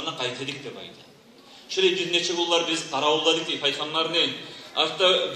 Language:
Kumyk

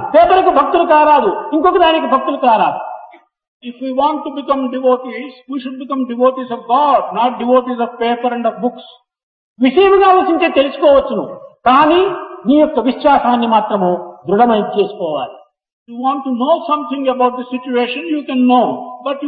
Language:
Telugu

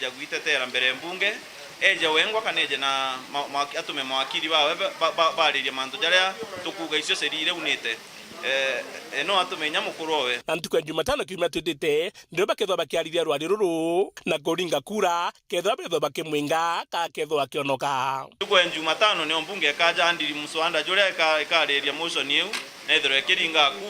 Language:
Meru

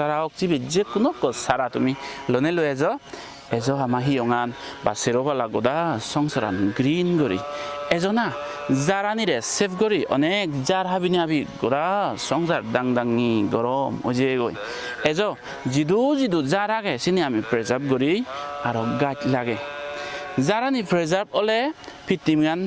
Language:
Chakma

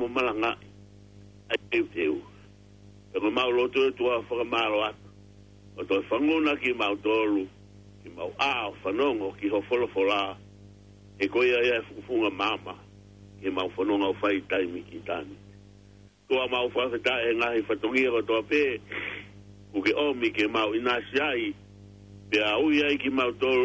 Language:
Tongan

